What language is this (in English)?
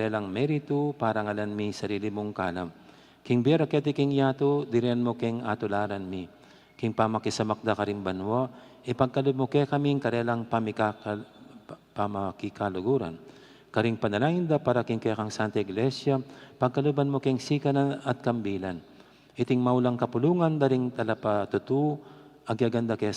Pampanga